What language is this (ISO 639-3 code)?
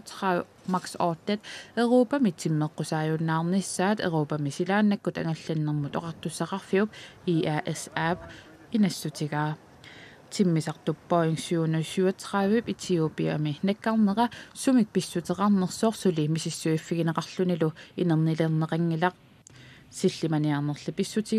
kal